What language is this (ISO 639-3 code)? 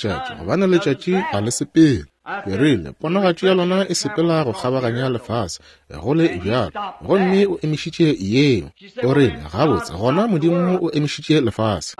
nso